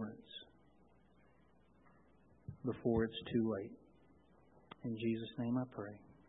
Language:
English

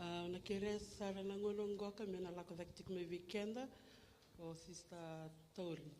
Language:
Fijian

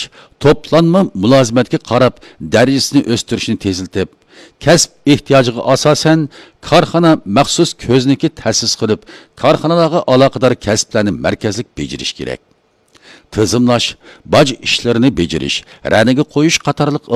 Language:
Uyghur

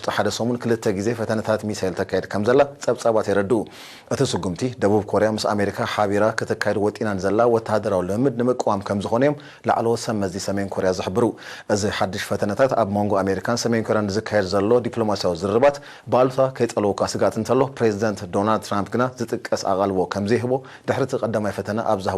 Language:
Tigrinya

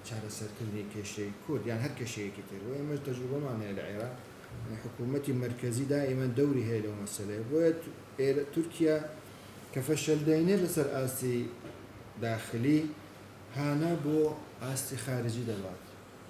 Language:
Central Kurdish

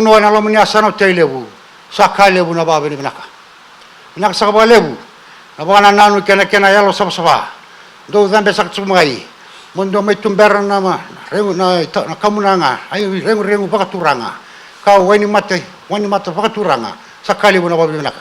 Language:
Fijian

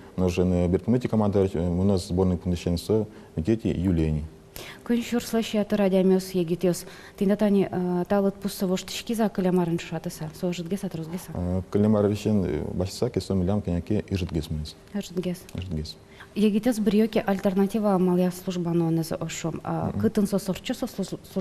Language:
Udmurt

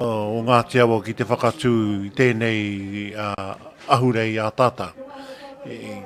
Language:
Māori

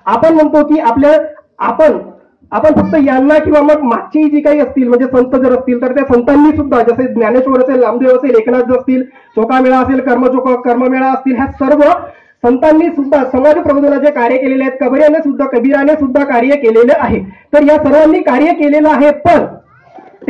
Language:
Marathi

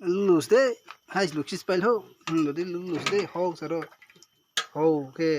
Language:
Kok Borok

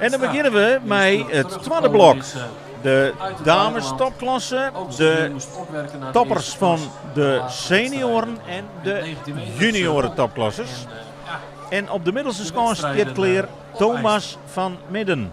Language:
Western Frisian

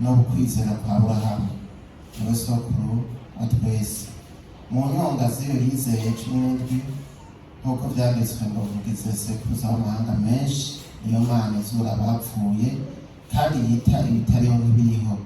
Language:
Rundi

